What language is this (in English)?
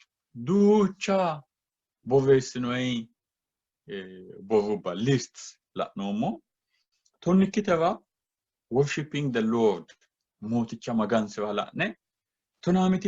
Sidamo